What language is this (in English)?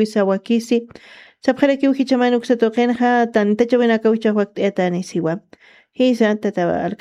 Aymara